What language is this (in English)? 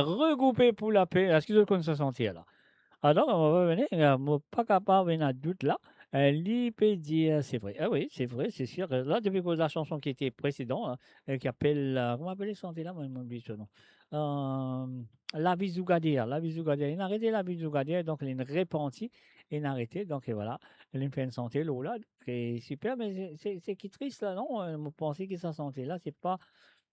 Morisyen